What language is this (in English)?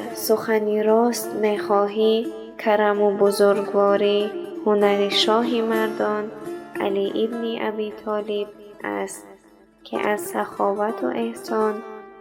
Tajik